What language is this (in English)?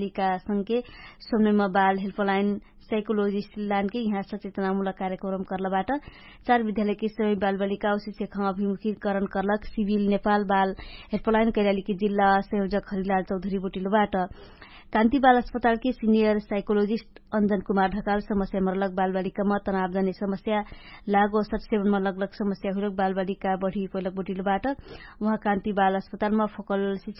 Dangaura Tharu